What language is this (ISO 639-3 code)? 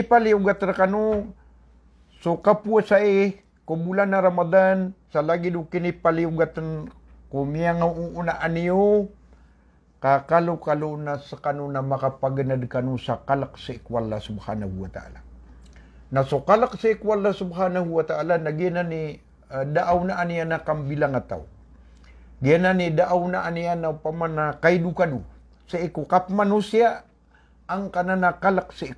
mrw